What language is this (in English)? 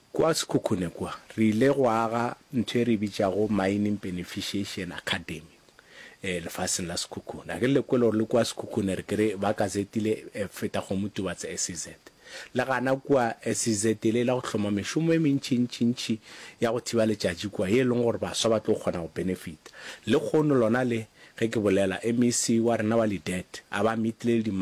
Northern Sotho